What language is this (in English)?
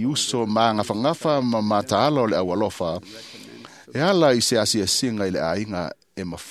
Samoan